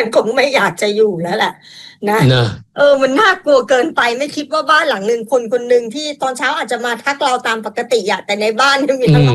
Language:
Thai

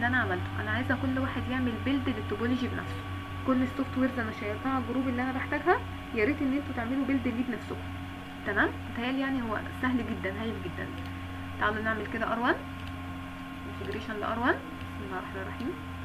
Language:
Egyptian Arabic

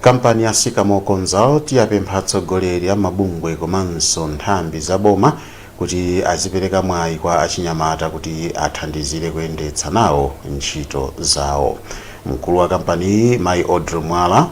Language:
Nyanja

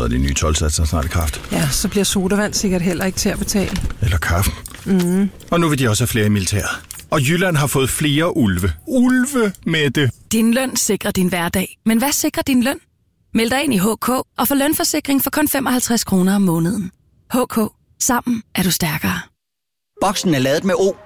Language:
Danish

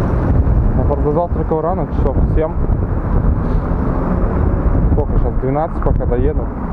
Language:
Russian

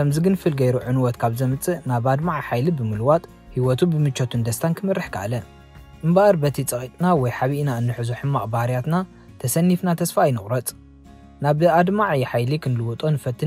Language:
Tigrinya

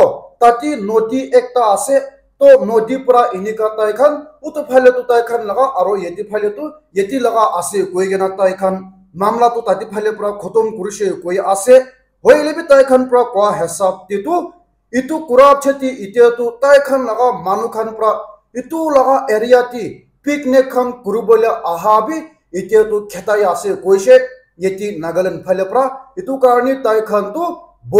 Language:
Naga Pidgin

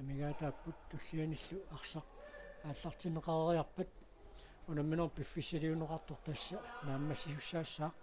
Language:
Kalaallisut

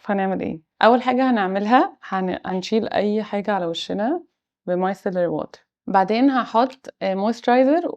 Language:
Egyptian Arabic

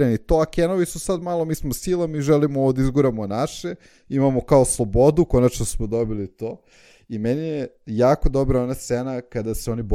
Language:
Serbian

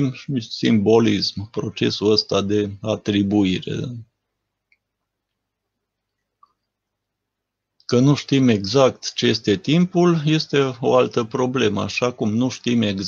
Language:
Romanian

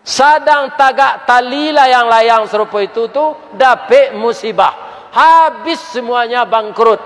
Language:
Minangkabau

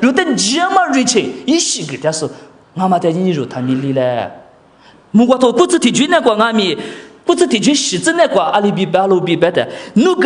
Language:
Lisu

